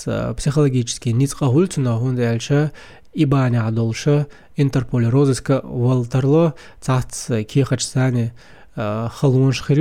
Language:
Chechen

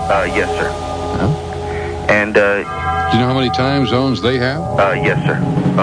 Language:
English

